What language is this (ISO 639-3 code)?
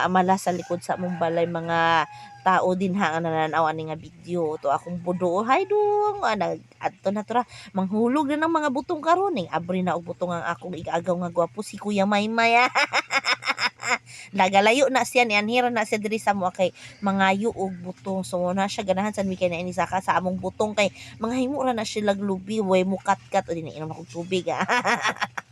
ceb